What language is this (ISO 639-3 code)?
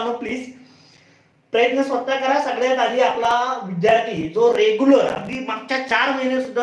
mar